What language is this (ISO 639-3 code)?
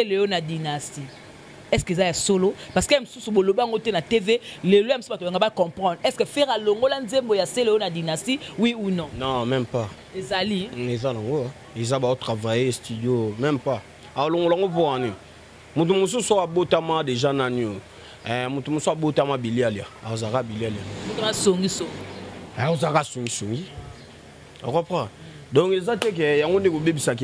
lin